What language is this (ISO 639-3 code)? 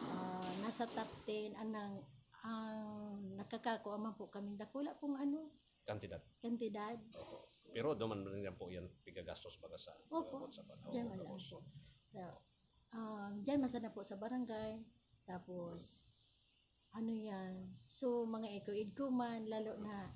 bik